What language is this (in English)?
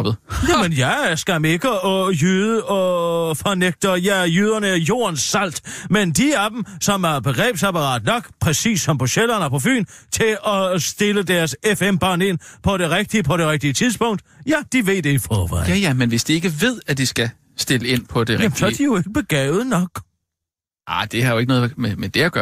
Danish